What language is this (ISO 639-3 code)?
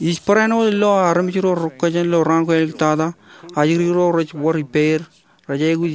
mah